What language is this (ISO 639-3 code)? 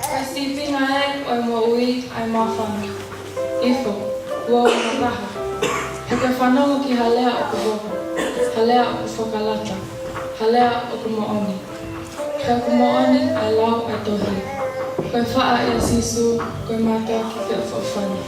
ton